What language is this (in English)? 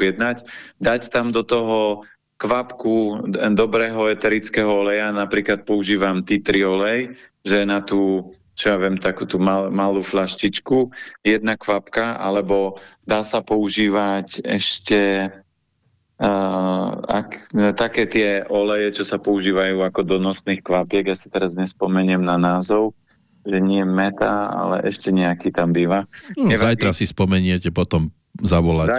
Slovak